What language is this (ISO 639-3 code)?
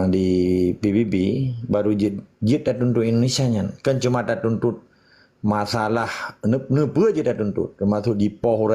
ace